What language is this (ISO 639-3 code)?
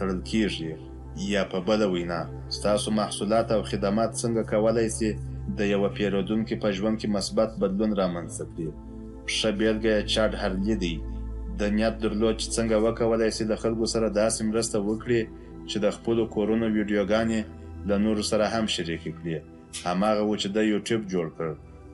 pus